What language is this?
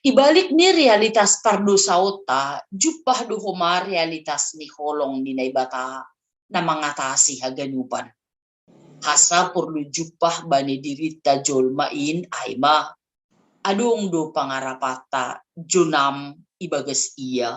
Batak Simalungun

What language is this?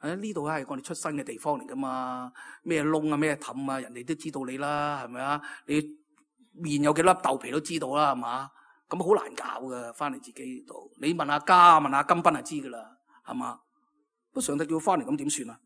Cantonese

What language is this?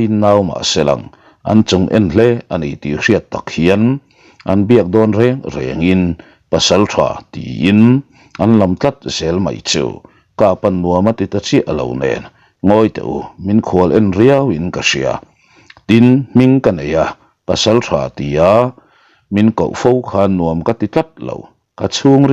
Mizo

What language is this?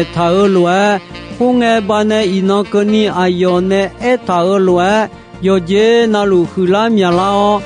Akha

